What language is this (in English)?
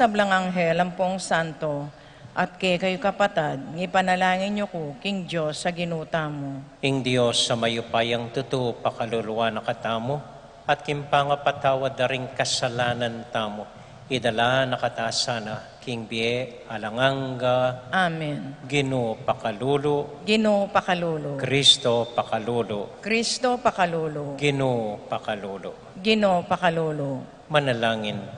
Pampanga